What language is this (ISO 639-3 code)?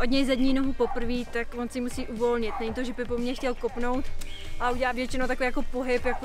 ces